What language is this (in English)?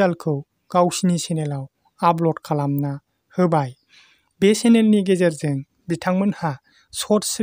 Bodo